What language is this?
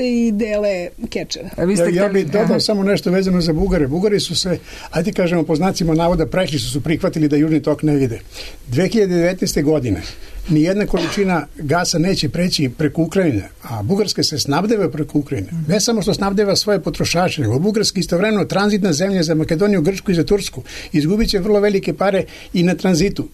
Serbian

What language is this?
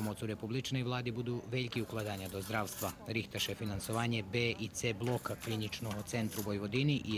Rusyn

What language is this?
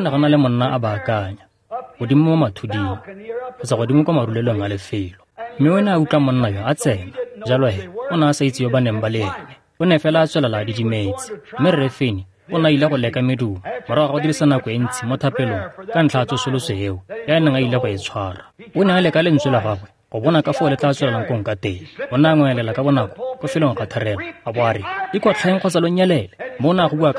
Tswana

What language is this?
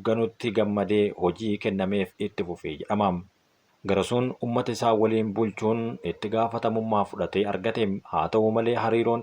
Oromo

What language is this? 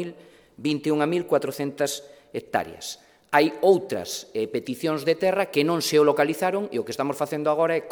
Galician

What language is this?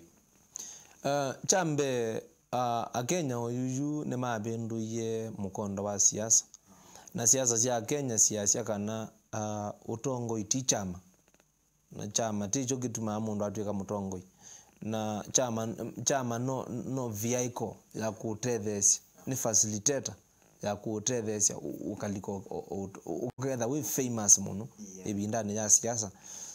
Kamba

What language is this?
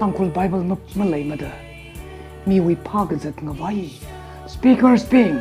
Tangkhul Naga (India)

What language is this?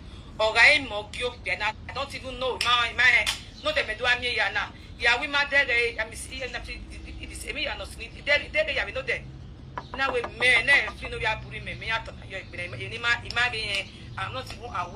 Nigerian Pidgin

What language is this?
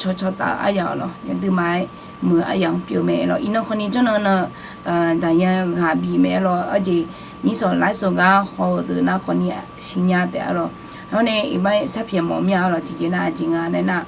Akha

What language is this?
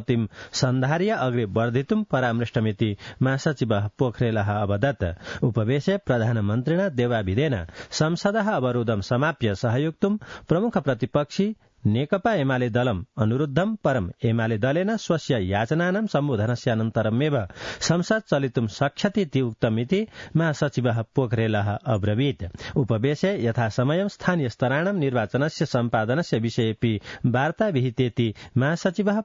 Sanskrit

